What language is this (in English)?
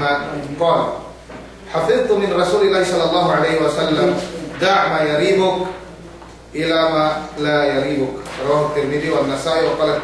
Yakan